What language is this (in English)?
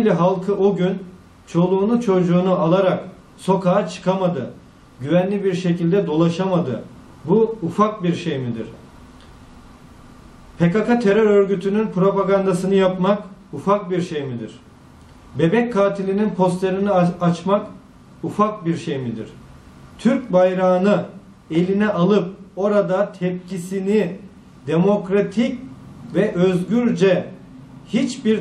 Turkish